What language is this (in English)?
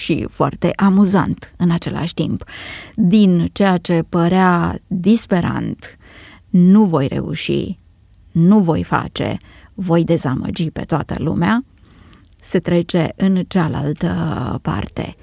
Romanian